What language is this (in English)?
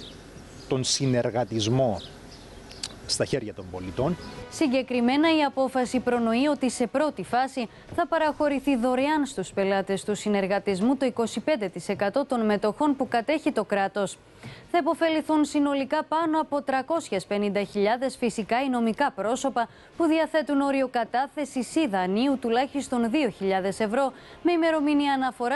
Greek